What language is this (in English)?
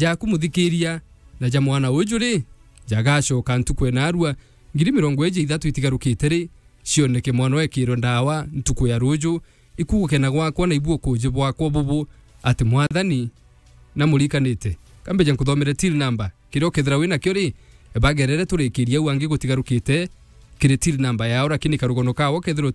Meru